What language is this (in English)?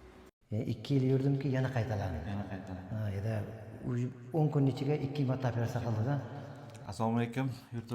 Uzbek